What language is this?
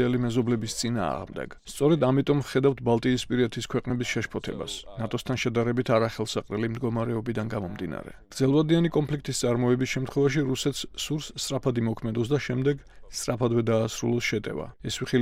Georgian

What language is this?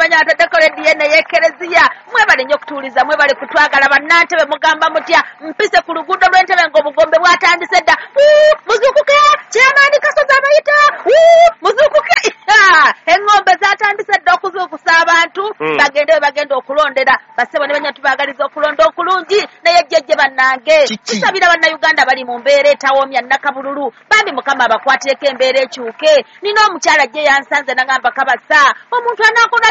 Ganda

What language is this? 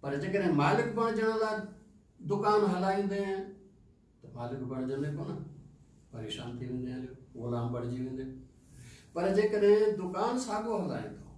Sindhi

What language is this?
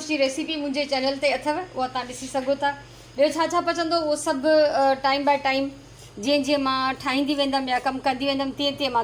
Sindhi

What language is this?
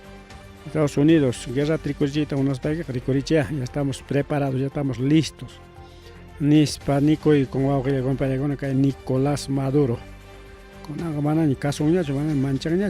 Ayacucho Quechua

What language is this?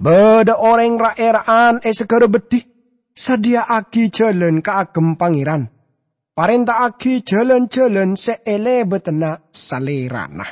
Madurese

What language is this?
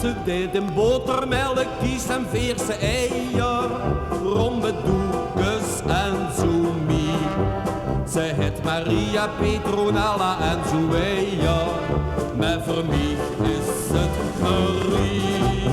Limburgish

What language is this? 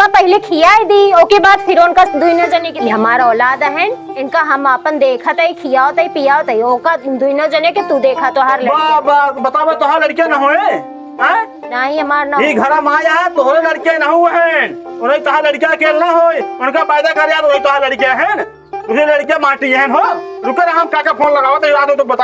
Awadhi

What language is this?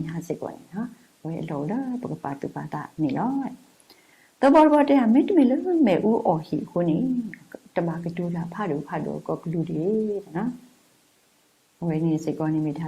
S'gaw Karen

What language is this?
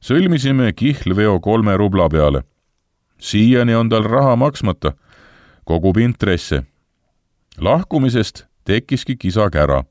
Estonian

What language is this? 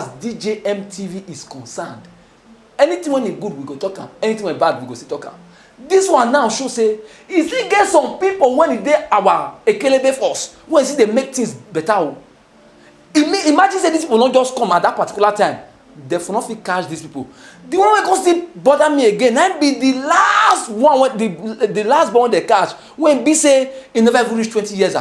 Nigerian Pidgin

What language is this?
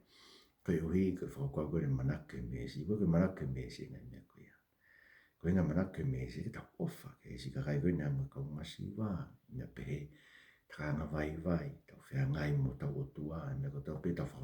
Tongan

